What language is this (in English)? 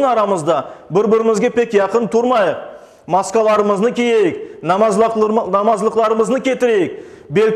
Crimean Tatar